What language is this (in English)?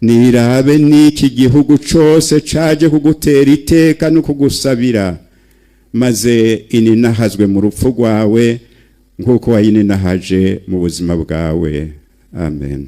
Rundi